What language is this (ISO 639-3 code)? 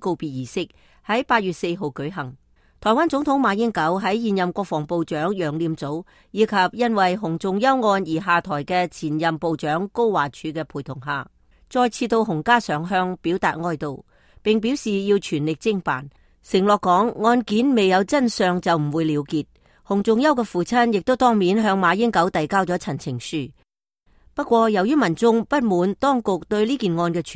yue